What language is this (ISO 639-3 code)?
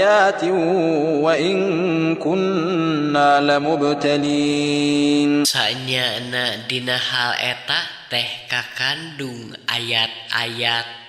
sun